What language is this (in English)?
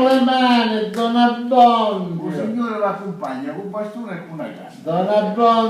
Sicilian